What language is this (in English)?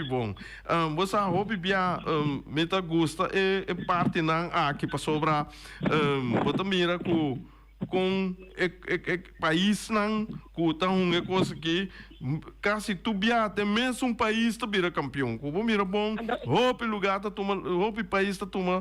Papiamento